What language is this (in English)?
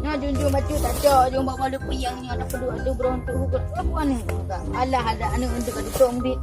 Achinese